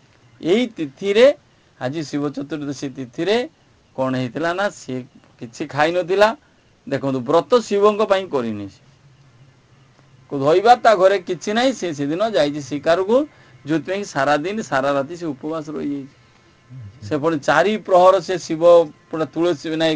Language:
Odia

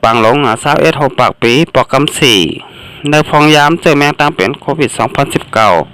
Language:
Shan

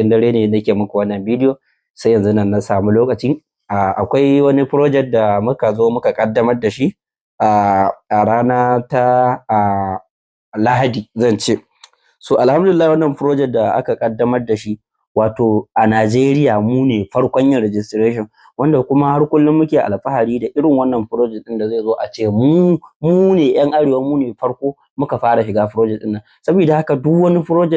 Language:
Hausa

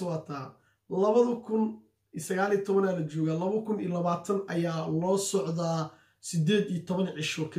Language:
Somali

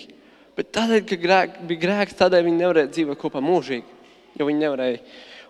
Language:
Latvian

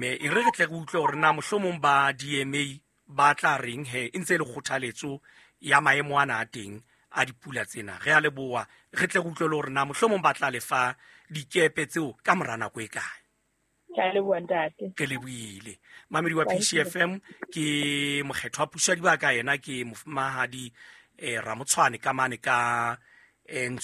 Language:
Southern Sotho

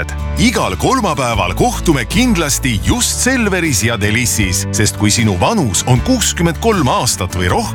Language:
Estonian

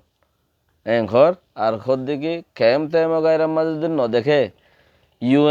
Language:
Rohingya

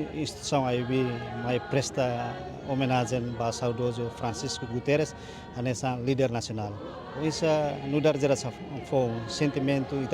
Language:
Tetum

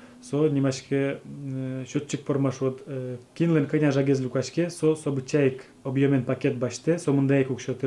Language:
Udmurt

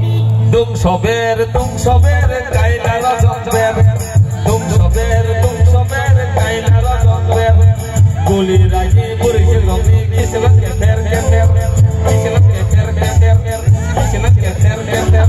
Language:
Kok Borok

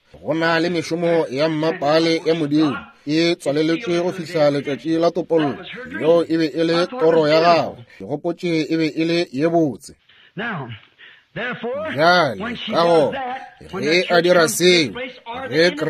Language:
Northern Sotho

